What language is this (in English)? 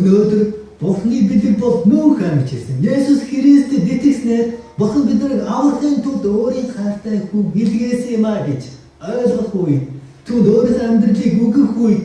Mongolian